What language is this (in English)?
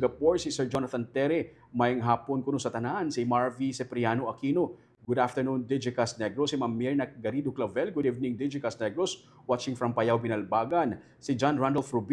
Hiligaynon